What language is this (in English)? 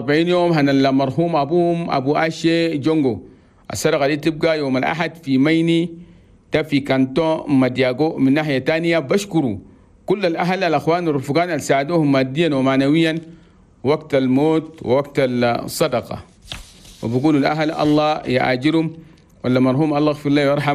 Chadian Arabic